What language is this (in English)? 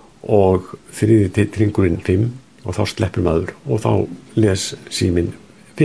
Icelandic